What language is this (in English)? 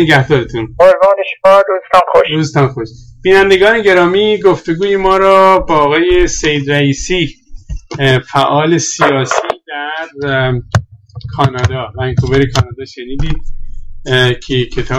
Persian